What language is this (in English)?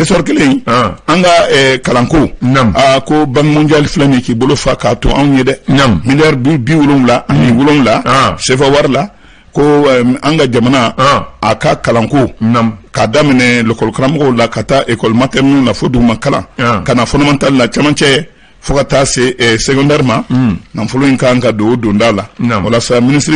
Bambara